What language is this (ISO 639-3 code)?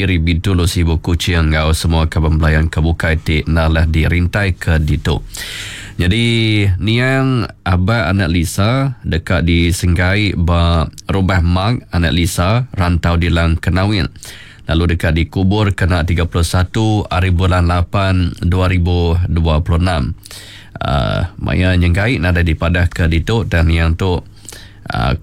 iba